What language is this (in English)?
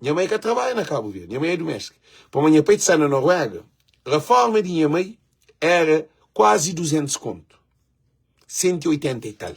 Kabuverdianu